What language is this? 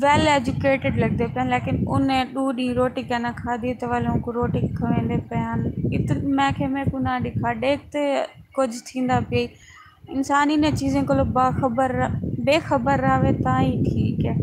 Saraiki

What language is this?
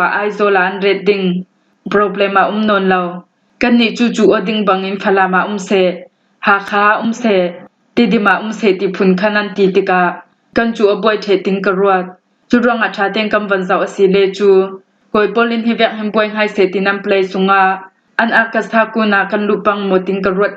Falam Chin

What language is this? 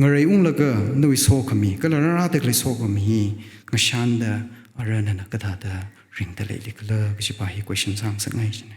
Tangkhul Naga (India)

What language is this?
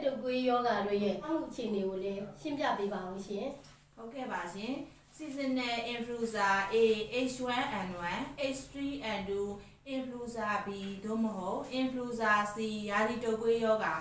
Burmese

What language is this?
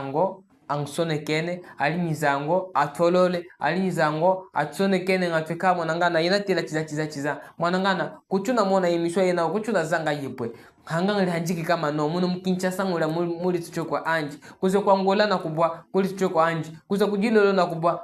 Chokwe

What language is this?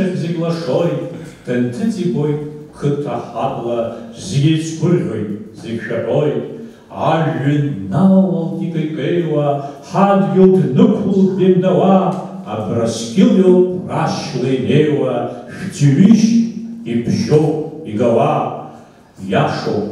Abkhazian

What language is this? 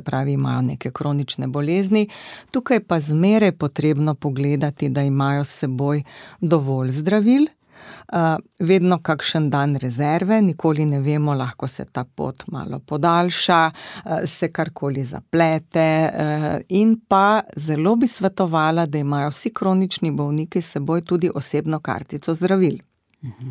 Slovenian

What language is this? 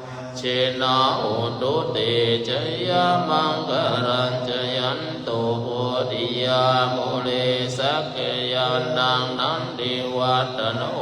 Pali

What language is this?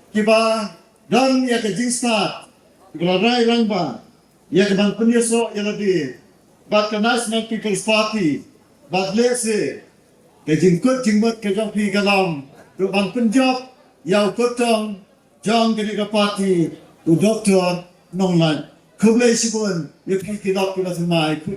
Khasi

